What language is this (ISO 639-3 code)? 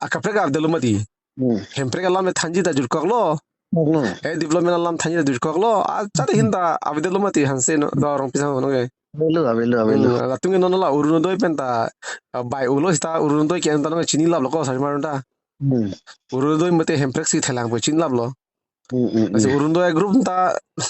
mjw